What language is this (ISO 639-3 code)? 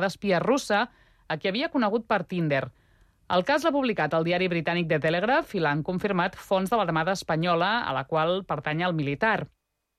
cat